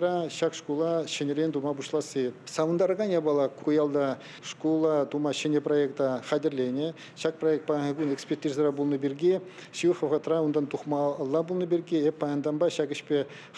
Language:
Chuvash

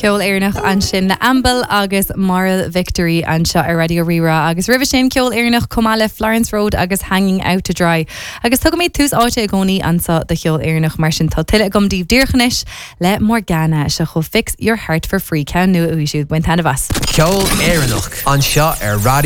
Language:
Irish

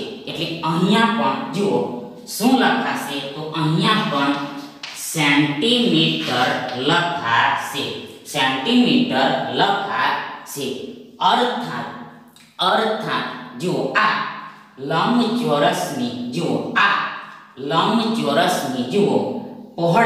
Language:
Gujarati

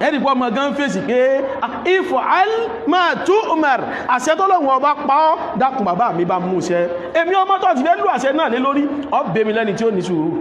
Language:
Yoruba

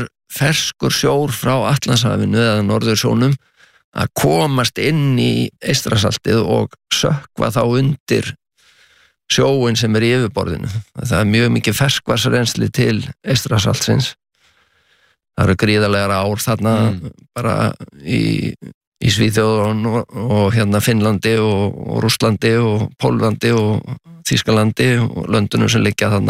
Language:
Icelandic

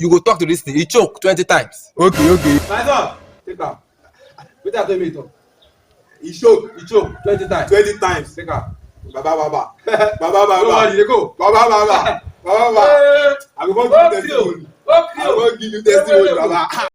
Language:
Nigerian Pidgin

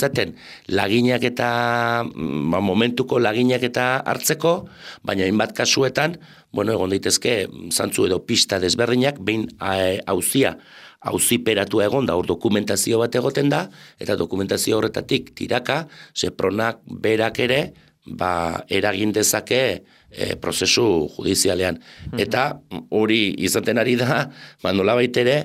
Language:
Basque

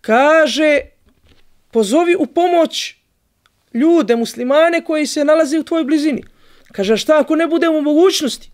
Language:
Bosnian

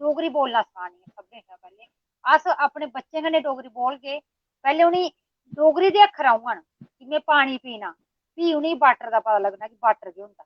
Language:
Dogri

